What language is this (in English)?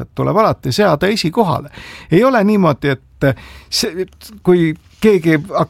Estonian